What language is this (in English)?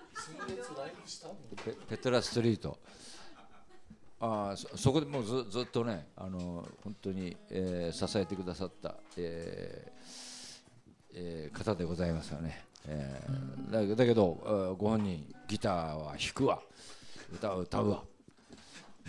Japanese